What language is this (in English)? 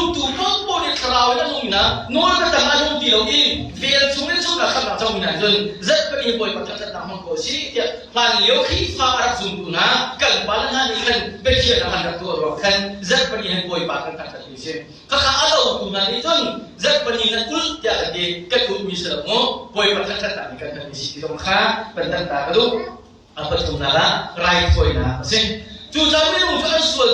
Hakha Chin